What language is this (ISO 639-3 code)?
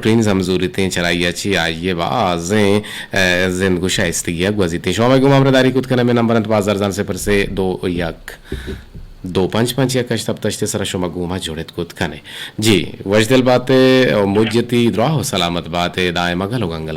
bgp